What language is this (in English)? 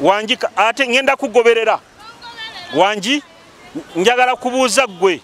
Nyoro